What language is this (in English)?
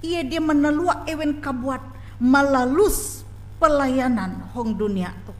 Ngaju